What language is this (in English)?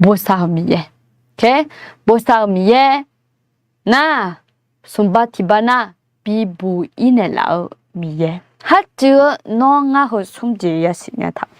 Akha